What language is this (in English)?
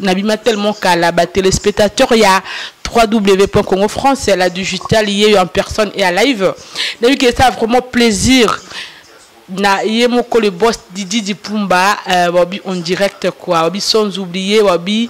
Lingala